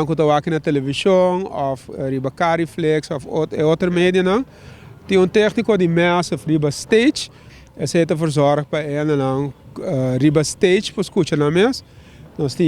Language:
Papiamento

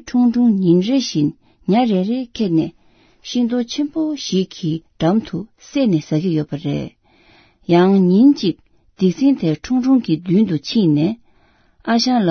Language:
Tibetan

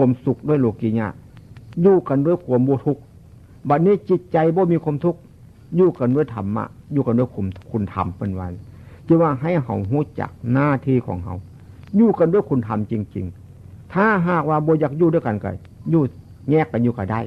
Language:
Northeastern Thai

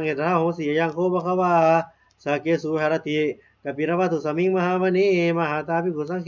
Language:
Pali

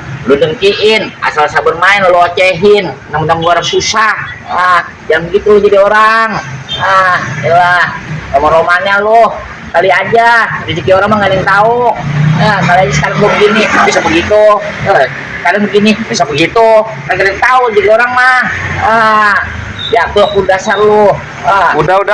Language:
Betawi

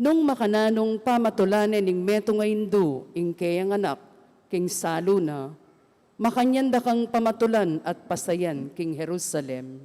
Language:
Pampanga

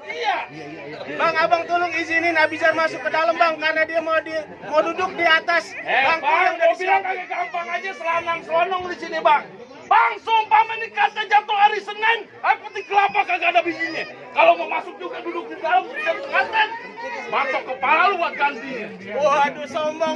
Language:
Betawi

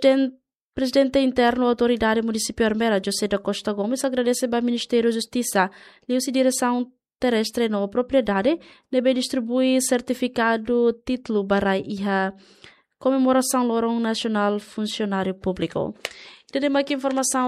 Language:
Tetum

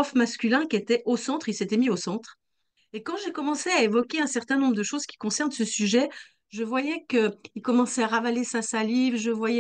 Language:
French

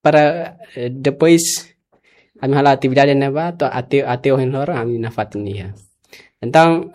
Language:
Tetum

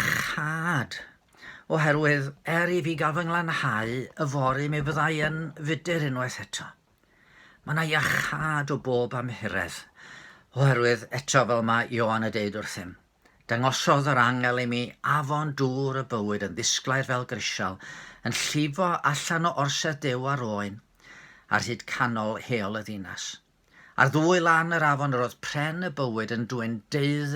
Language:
Welsh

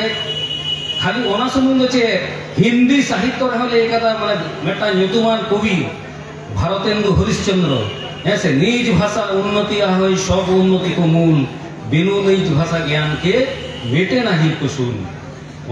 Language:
Santali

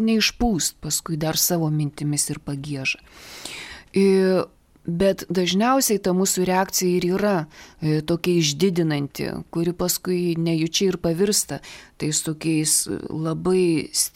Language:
Lithuanian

